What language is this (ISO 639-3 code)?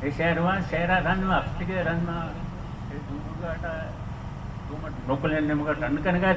bgp